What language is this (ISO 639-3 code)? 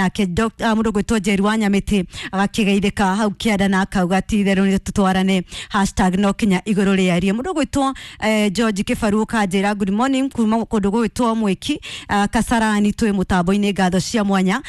kik